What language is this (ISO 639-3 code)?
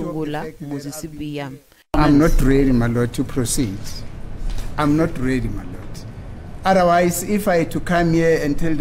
tso